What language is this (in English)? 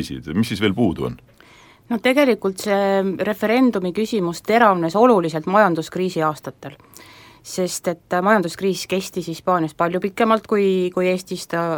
Estonian